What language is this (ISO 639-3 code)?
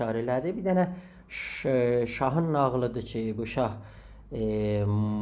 azb